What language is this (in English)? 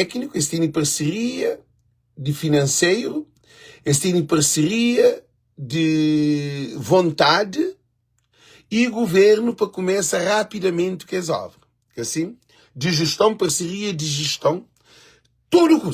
Kabuverdianu